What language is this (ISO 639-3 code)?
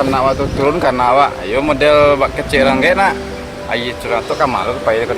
min